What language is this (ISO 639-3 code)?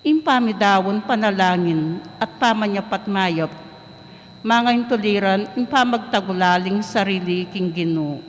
pam